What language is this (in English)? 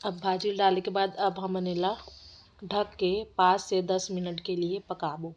Chhattisgarhi